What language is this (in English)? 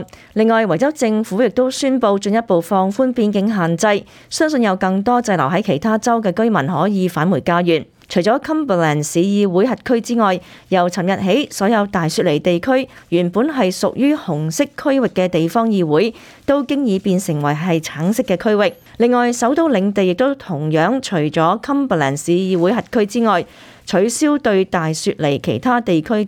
Cantonese